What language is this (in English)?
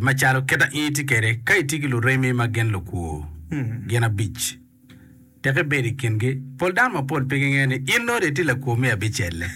Acoli